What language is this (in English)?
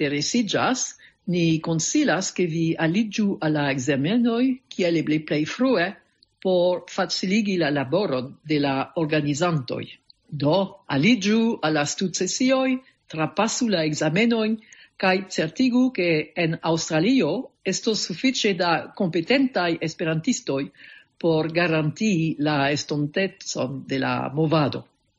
Esperanto